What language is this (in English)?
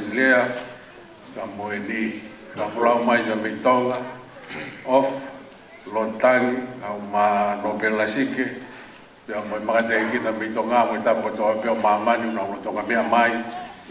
Tongan